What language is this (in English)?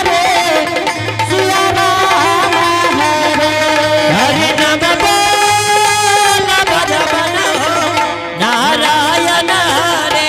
Angika